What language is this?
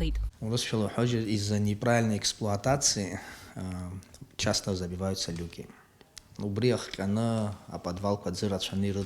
Abkhazian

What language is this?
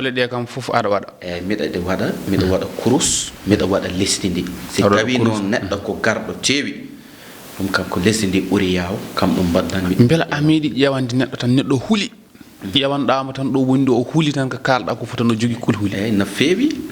Fula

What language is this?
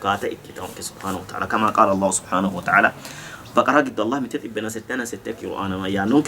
Sidamo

